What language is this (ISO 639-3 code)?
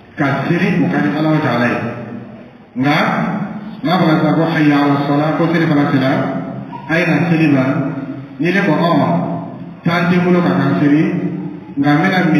dyu